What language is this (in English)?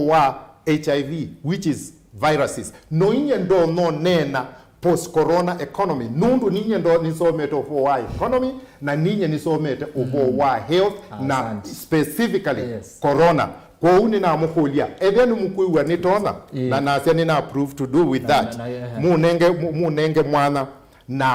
Kamba